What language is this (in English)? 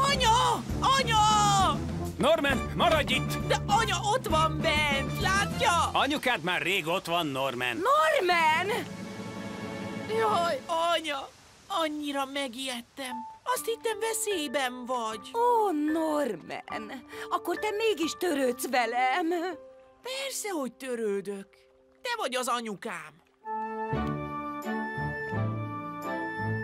Hungarian